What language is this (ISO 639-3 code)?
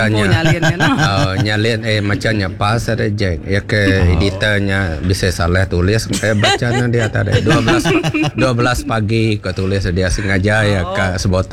iba